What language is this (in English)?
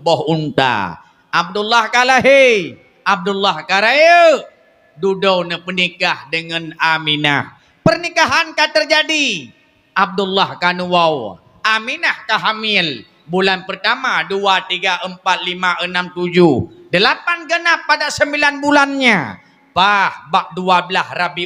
Achinese